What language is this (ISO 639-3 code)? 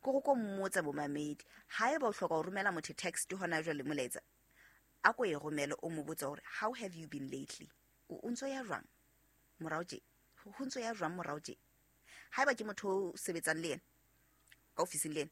sot